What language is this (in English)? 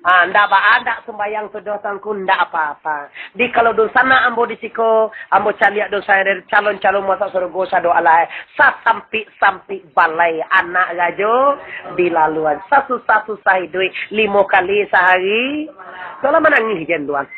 Minangkabau